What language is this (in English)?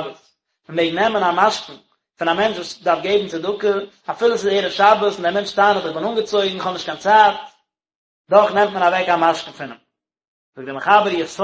Yiddish